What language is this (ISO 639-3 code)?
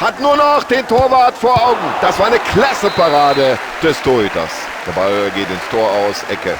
bar